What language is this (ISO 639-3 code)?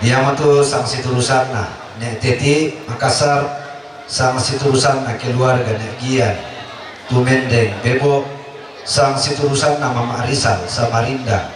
sda